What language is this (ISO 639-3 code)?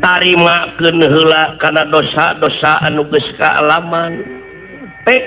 sun